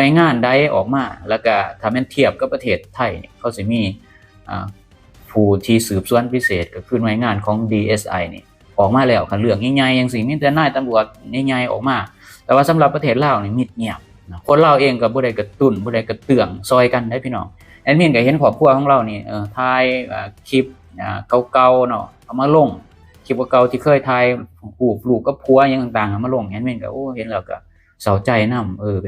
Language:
Lao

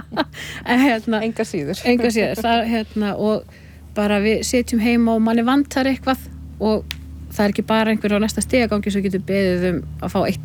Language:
Icelandic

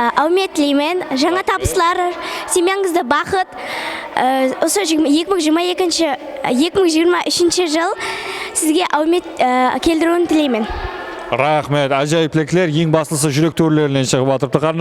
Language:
Kara-Kalpak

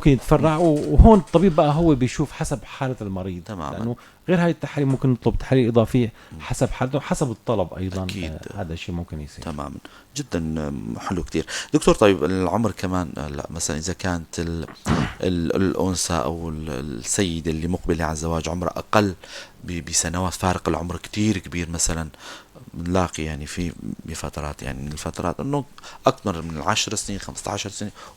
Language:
North Levantine Arabic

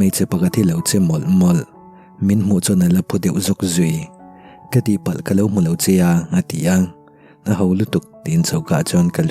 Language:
Mizo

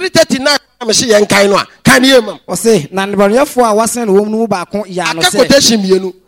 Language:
Akan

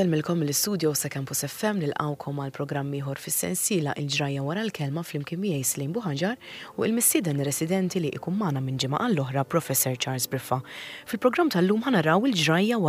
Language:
Maltese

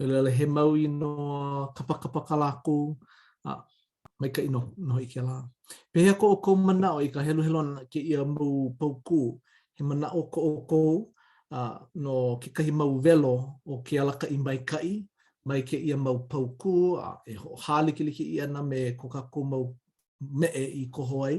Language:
Hawaiian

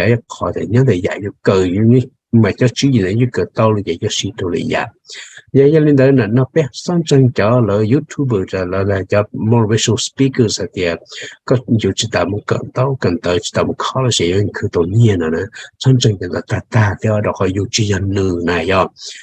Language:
Hmong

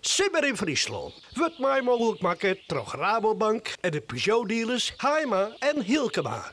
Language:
Western Frisian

